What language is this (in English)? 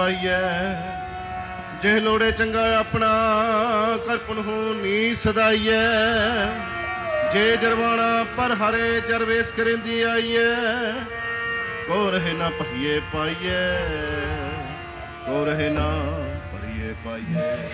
Punjabi